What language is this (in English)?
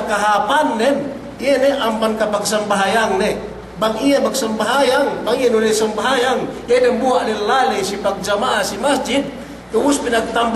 Yakan